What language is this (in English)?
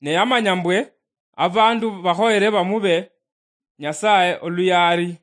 Luyia